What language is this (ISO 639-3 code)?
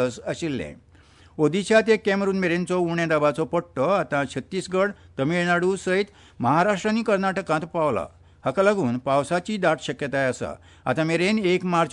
kok